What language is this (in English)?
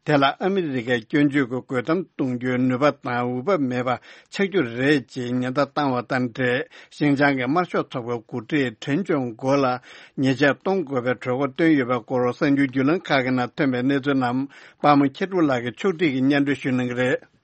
Tibetan